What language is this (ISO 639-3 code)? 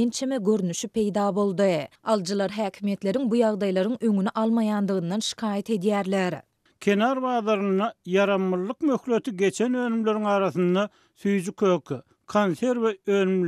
tuk